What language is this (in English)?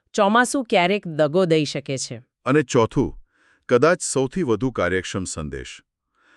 Gujarati